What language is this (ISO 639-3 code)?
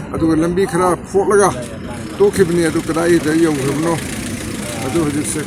mni